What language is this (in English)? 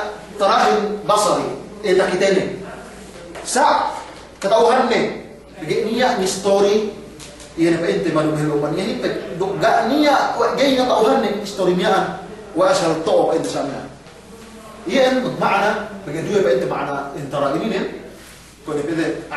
Yakan